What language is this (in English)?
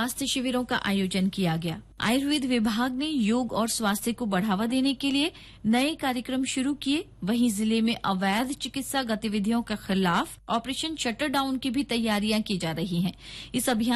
Hindi